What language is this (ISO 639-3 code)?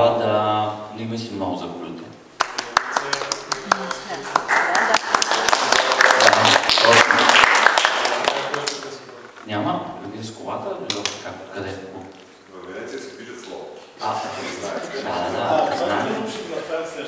bul